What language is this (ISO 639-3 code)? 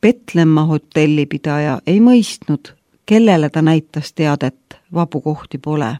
est